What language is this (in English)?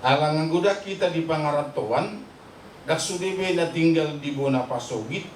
Batak Toba